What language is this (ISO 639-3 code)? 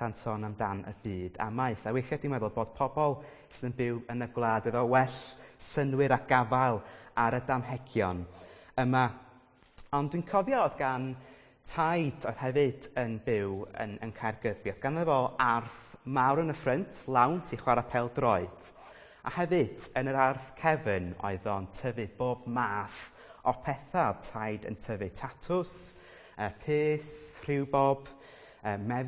cym